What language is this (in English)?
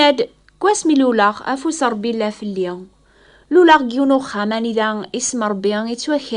Kabyle